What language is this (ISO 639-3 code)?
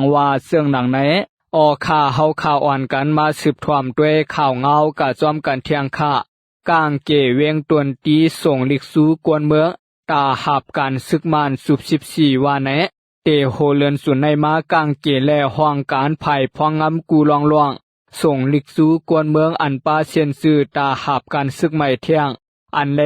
shn